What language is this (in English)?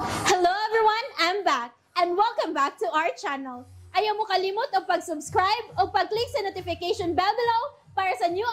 Cebuano